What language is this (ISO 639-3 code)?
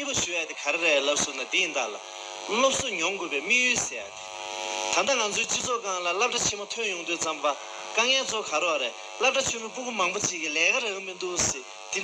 bod